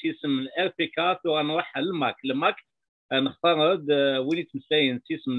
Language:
Kabyle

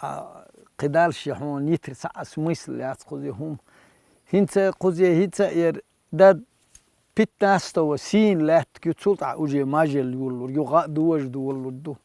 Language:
Chechen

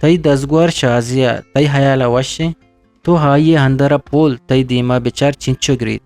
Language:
Eastern Balochi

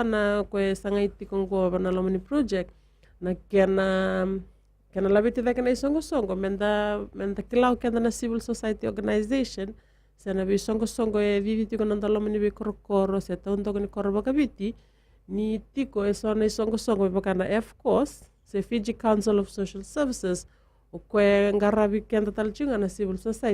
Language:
Fijian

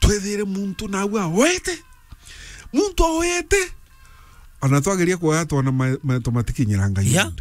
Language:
Meru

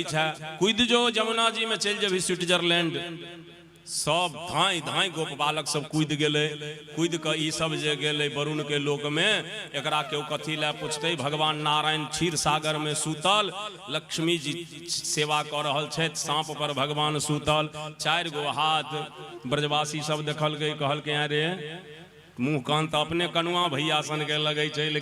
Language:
Maithili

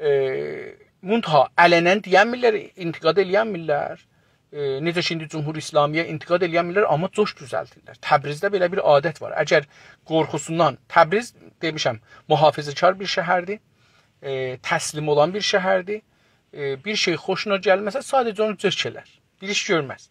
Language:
South Azerbaijani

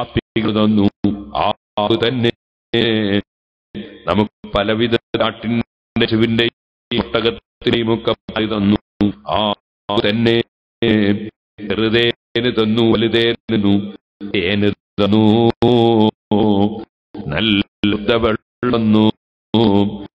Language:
Malayalam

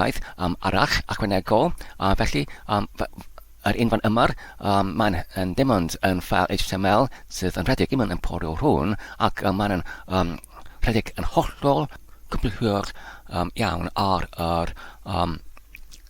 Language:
Welsh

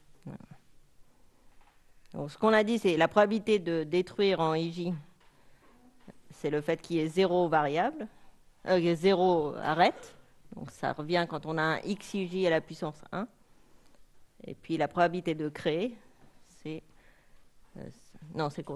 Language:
French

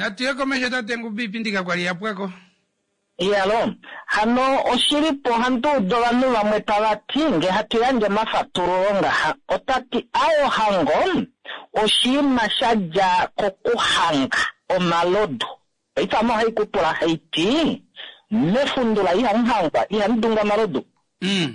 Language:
Kuanyama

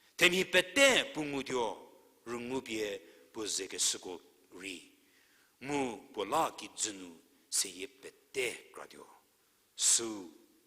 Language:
Angami Naga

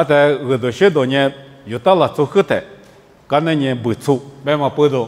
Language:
Lisu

